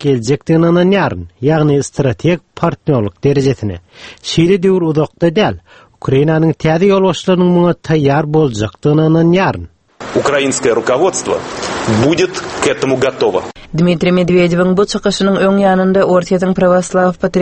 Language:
Turkmen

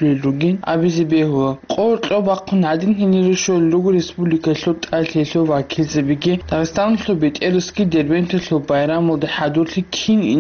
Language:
Avaric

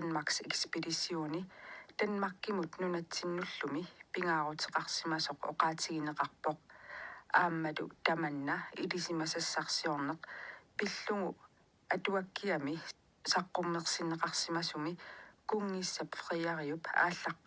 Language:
Kalaallisut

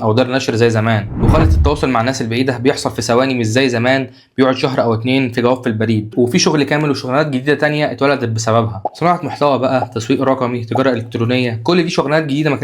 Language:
Egyptian Arabic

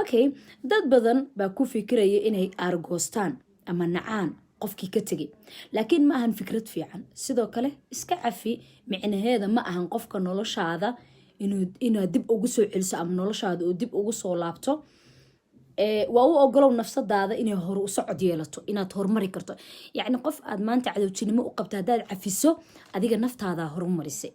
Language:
Somali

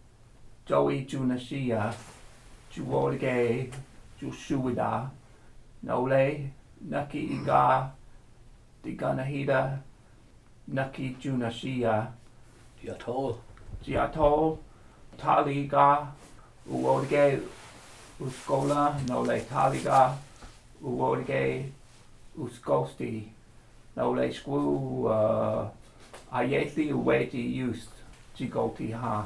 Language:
Cherokee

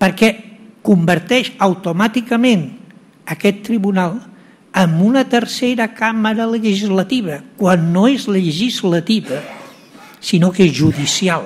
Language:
Catalan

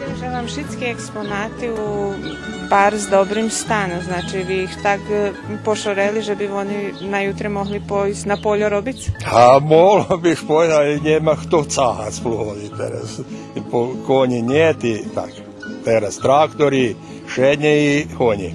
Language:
Rusyn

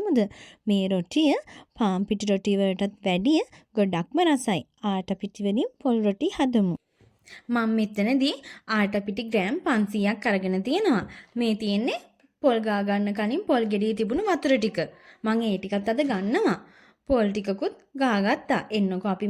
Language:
Sinhala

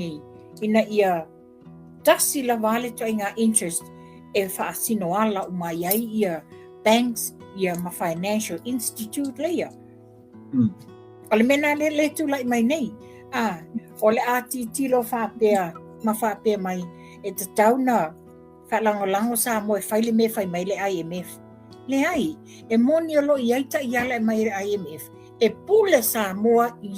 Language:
Samoan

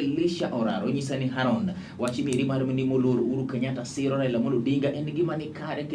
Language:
Luo (Kenya and Tanzania)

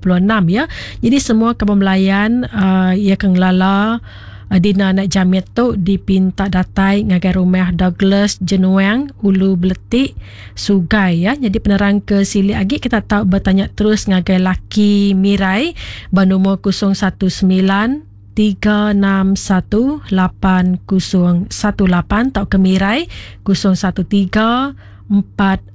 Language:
Iban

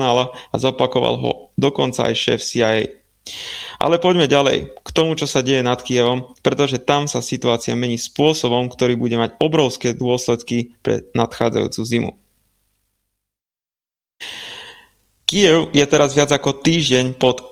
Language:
Slovak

